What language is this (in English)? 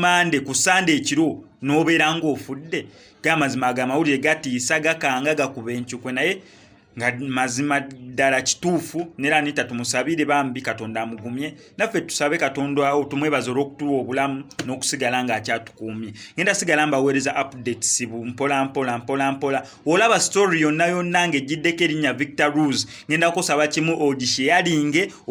Ganda